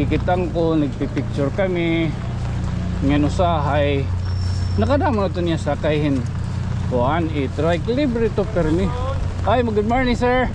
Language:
Waray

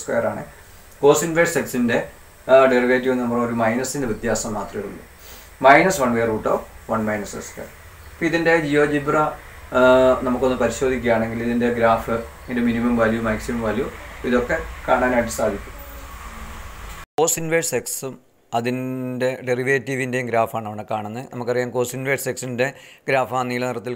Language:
Malayalam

